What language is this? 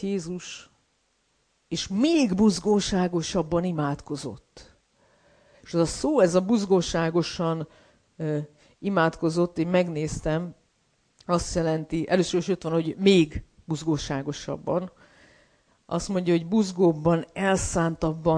Hungarian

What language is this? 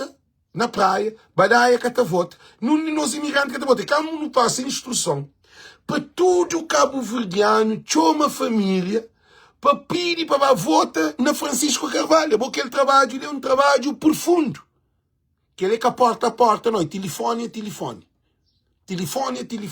Kabuverdianu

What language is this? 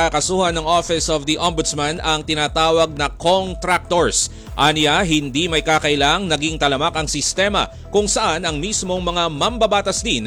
Filipino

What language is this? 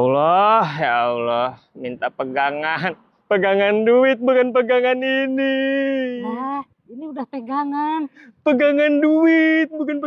Betawi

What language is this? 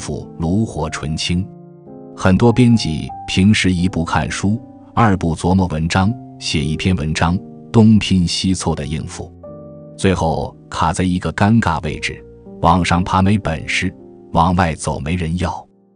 Chinese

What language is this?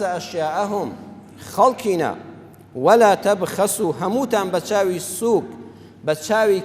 Central Kurdish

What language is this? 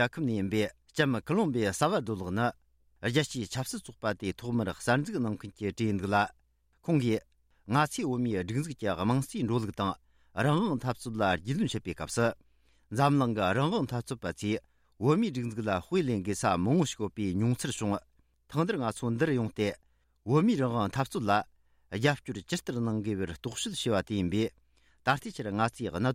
Tibetan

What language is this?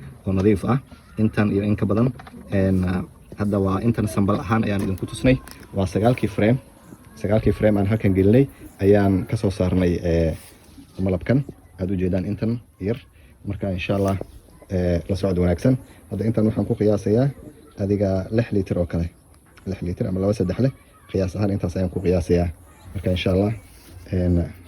Somali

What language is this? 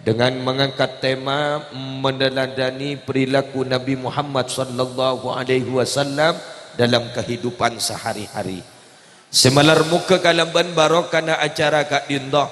Madurese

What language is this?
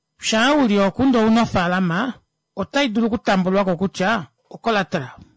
Kuanyama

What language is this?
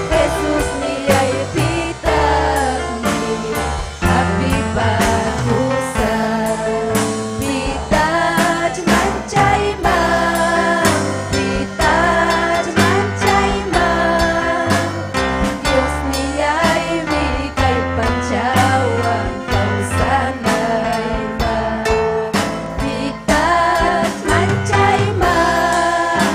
Ayacucho Quechua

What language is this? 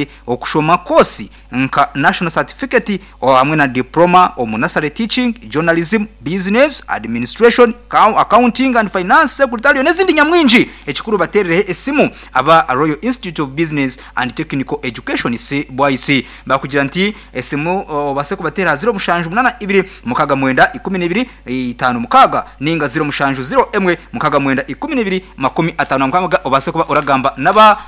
Nyankole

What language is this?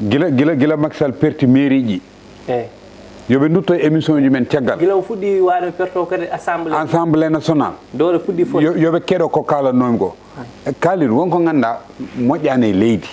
Fula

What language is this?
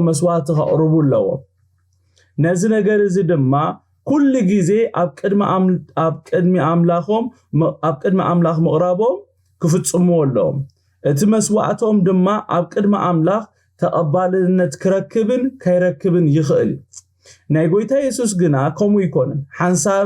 Tigrinya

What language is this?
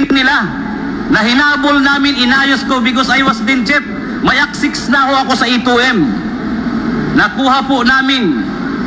Filipino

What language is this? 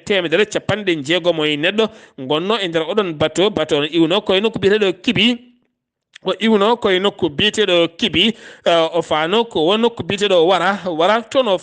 Fula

